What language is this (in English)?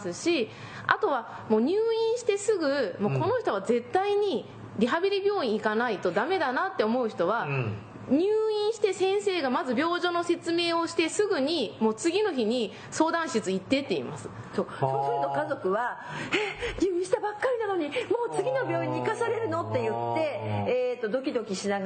Japanese